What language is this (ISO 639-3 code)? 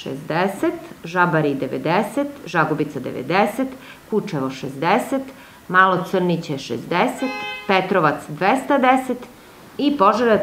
srp